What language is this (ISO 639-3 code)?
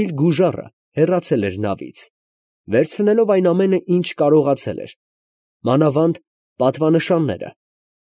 hye